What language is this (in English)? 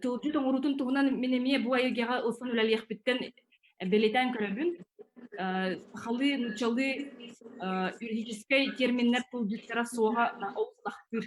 Yakut